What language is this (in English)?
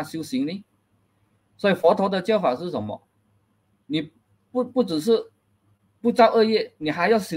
Chinese